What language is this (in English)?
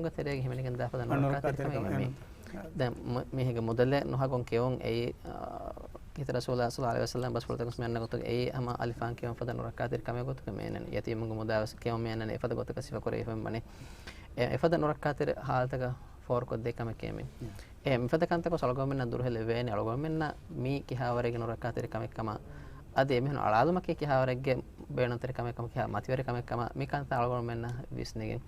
Divehi